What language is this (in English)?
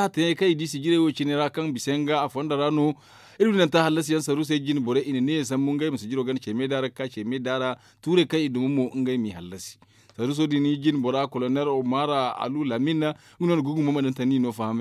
Zarma